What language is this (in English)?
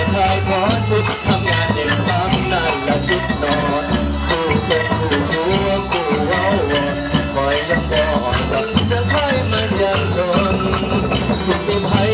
Thai